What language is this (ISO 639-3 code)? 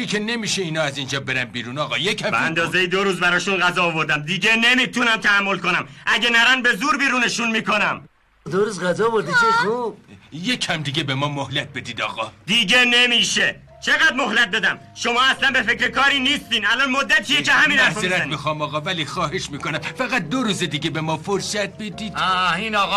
fas